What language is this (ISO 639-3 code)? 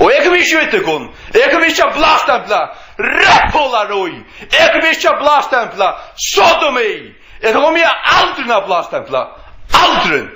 fao